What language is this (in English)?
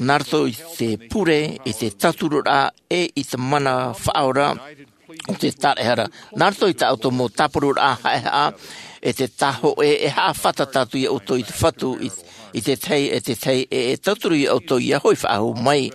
Tahitian